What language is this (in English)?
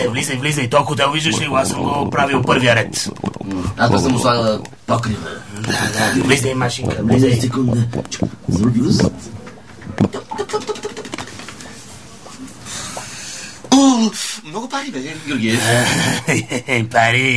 Bulgarian